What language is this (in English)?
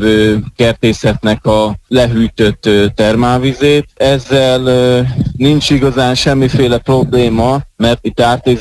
Hungarian